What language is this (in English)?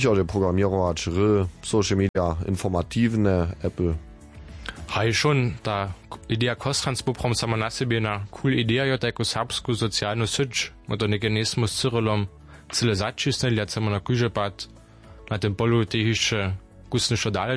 Upper Sorbian